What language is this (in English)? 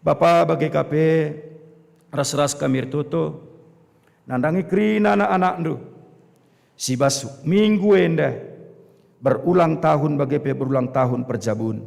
Batak Karo